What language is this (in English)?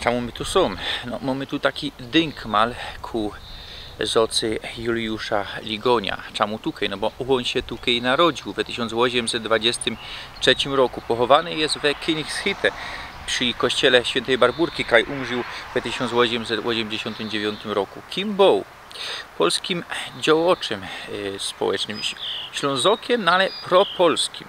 Silesian